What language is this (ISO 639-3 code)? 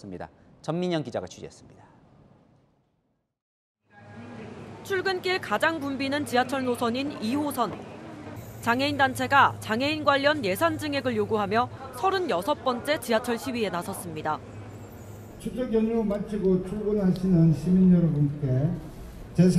kor